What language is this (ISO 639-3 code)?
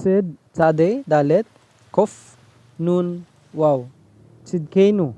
hil